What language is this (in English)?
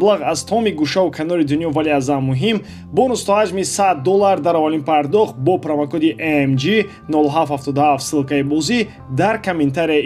Tajik